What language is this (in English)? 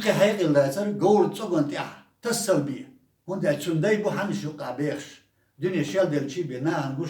Chechen